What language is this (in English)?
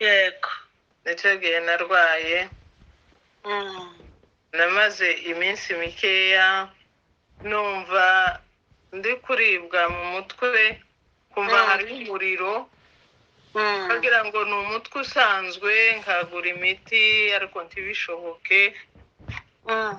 Kinyarwanda